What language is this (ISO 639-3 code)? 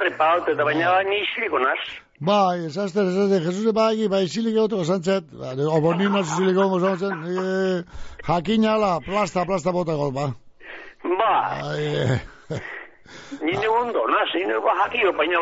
eus